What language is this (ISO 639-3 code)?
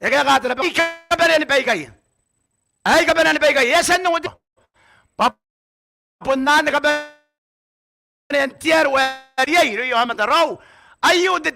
gil